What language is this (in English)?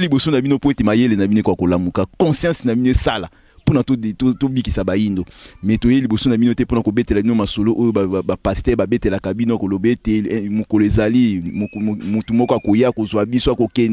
Lingala